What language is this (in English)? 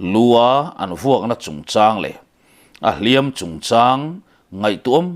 Mizo